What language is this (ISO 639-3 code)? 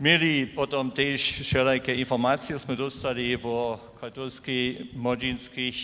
hsb